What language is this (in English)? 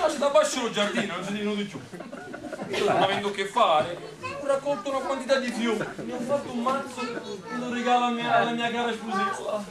Neapolitan